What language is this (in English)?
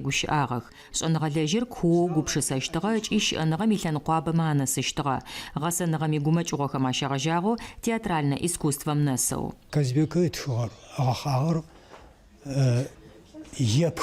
Adyghe